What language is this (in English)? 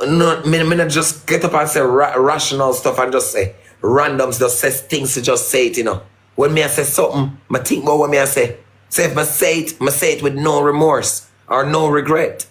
Jamaican Creole English